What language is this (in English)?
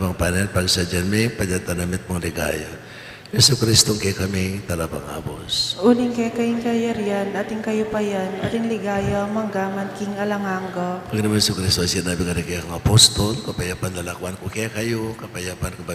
Pampanga